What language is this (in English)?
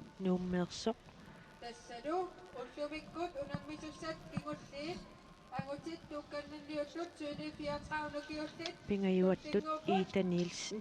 Kalaallisut